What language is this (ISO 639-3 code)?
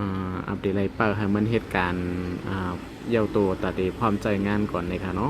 shn